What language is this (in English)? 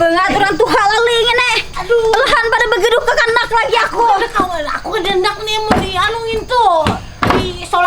Banjar